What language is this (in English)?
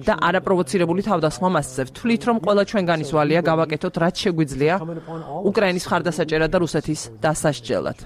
Georgian